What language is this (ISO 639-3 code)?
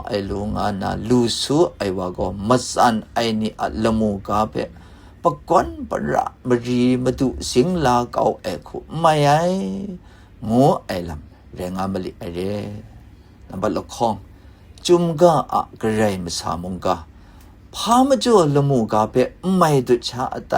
kac